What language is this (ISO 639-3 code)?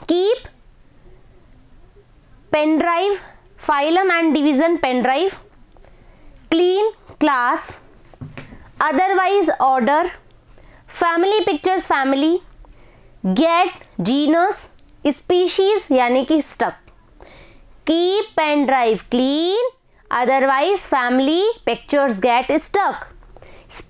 hin